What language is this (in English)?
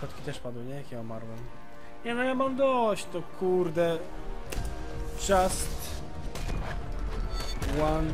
Polish